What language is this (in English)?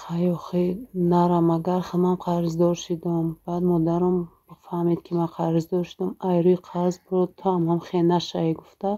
Tajik